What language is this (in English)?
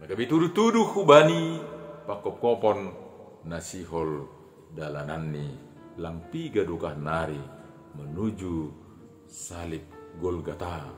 Batak Simalungun